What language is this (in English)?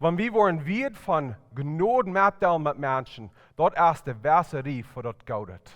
Plautdietsch